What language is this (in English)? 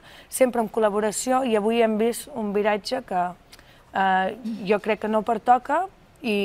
Catalan